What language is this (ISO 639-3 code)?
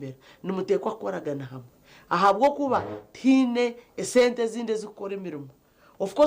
nyn